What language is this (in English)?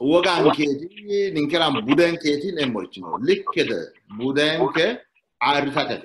Sidamo